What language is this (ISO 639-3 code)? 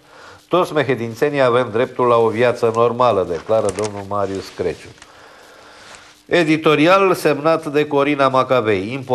ron